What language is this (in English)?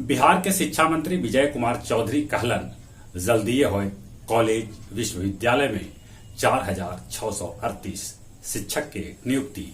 Magahi